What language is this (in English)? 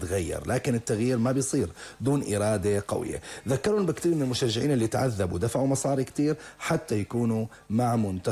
North Levantine Arabic